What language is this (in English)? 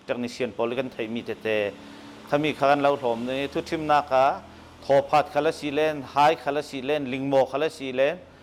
Hakha Chin